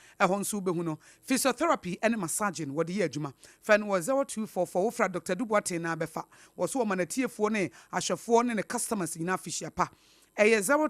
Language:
Akan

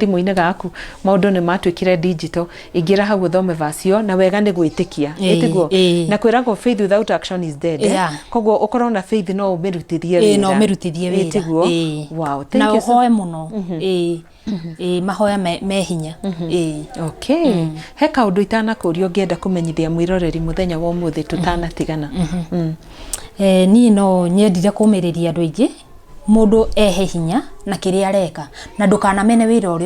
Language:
Kikuyu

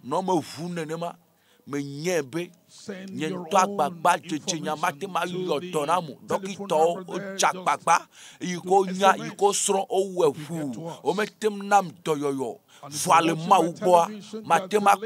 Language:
Ewe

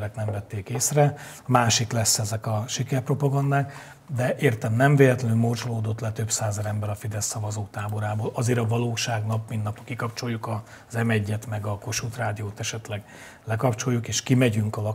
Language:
Hungarian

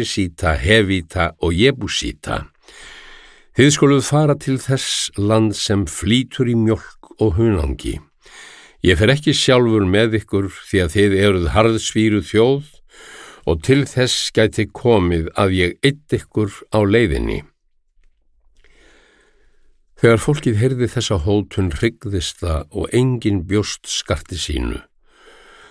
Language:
Icelandic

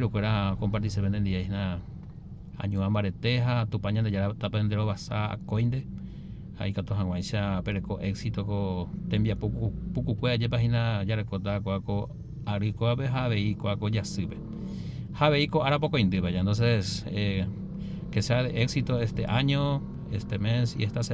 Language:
Guarani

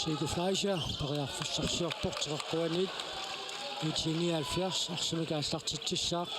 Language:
Kalaallisut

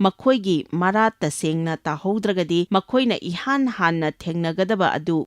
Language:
Manipuri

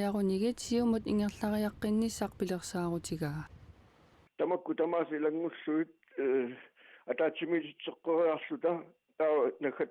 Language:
Kalaallisut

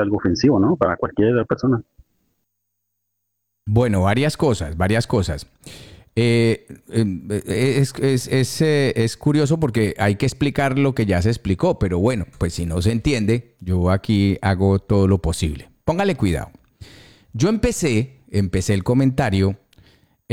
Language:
Spanish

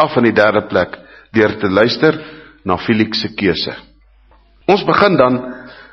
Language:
Afrikaans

